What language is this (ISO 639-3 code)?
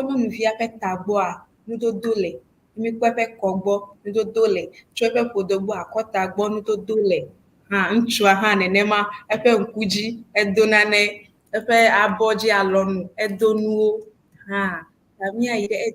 ewe